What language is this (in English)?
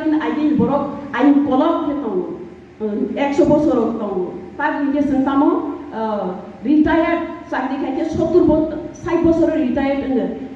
Riang (India)